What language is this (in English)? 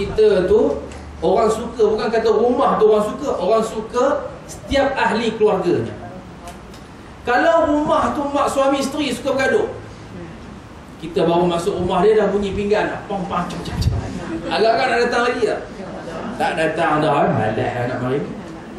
Malay